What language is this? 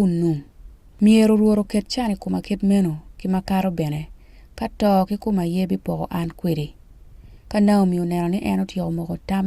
Acoli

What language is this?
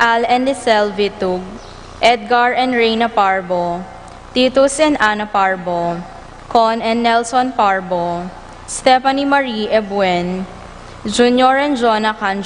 Pampanga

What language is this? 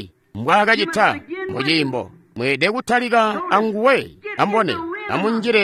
Tonga (Zambia)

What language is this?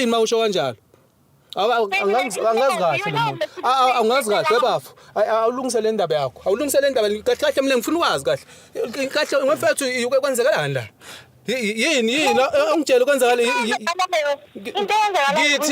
Zulu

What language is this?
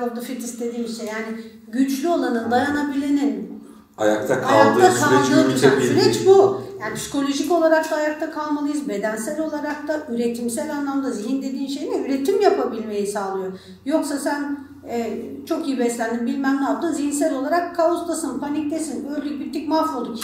Turkish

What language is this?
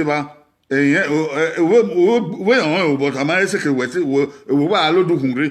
Bini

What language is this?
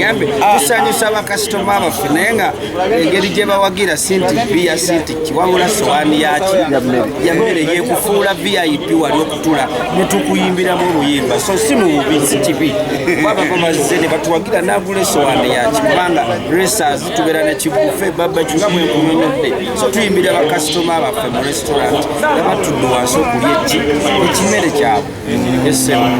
Ganda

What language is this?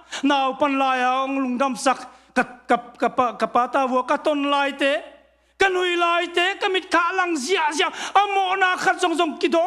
Tedim Chin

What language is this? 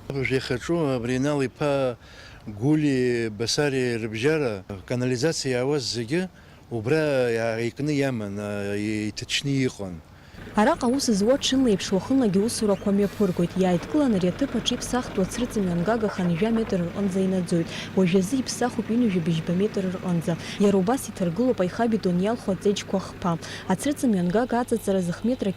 Abkhazian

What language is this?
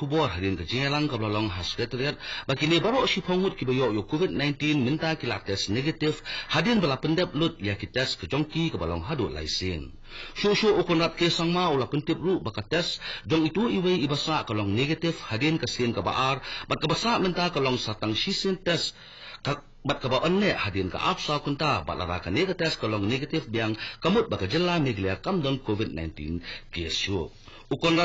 Khasi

